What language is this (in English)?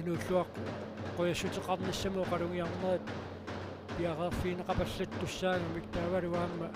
Kalaallisut